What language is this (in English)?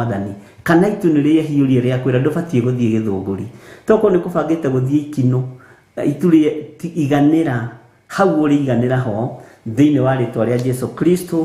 Kikuyu